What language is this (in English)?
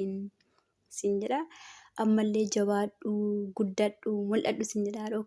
Oromo